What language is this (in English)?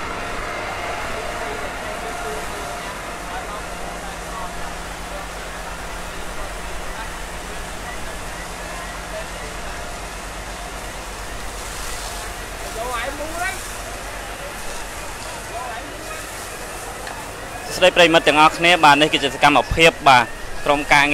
Vietnamese